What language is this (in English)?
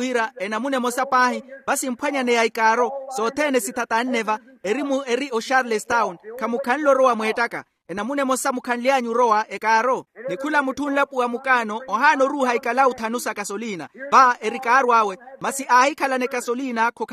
Makhuwa